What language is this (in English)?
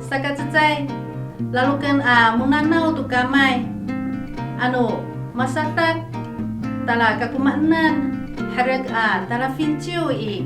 Amis